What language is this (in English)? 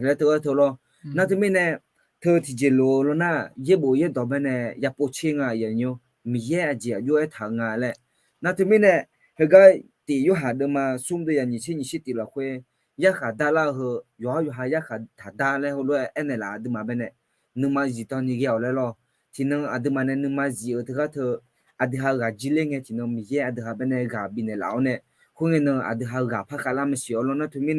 Akha